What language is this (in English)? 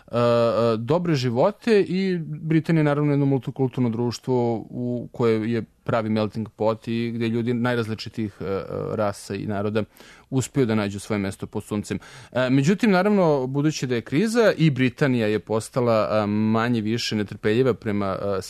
Serbian